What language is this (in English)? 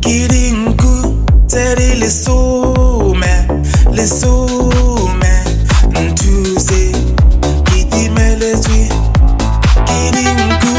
Tswana